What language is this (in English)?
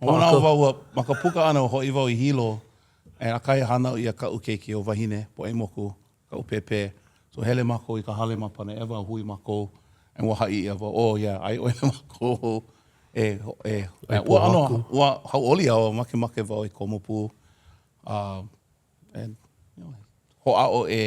Hawaiian